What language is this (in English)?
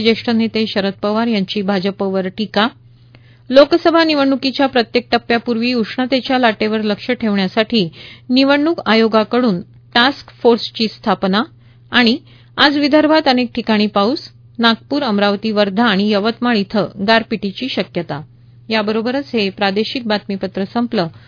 Marathi